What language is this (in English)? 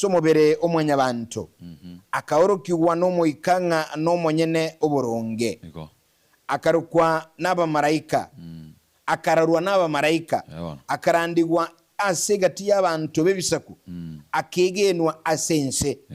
Gusii